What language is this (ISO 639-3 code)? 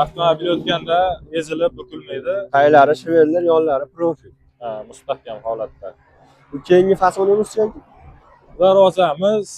uzb